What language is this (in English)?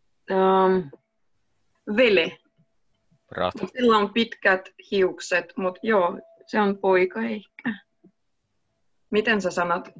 Finnish